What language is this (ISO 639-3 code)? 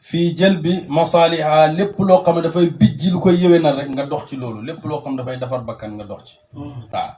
wol